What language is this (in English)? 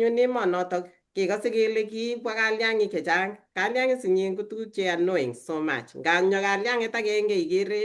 Kalenjin